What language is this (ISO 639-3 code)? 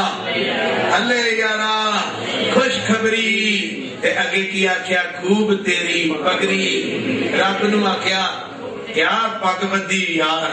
pan